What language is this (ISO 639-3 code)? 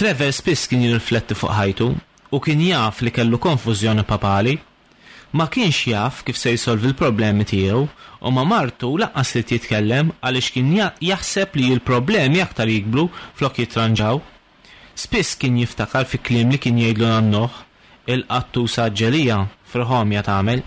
mlt